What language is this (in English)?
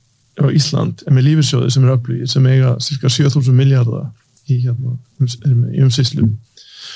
Icelandic